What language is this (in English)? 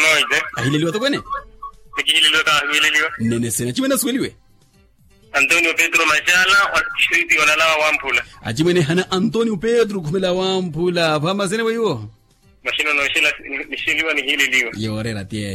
Makhuwa